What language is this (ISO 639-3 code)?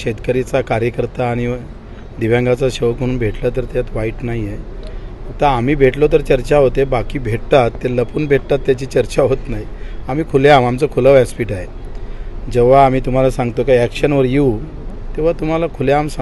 mar